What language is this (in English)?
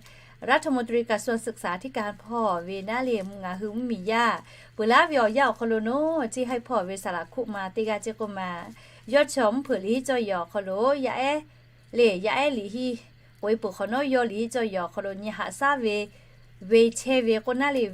Lahu